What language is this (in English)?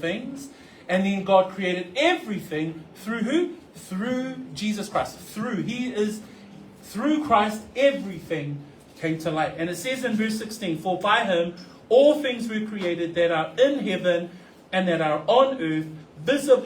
Samoan